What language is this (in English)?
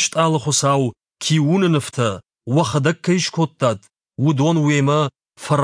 Ossetic